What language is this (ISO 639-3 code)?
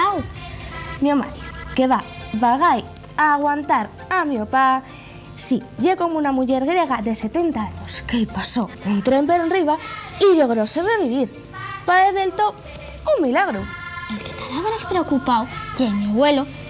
ast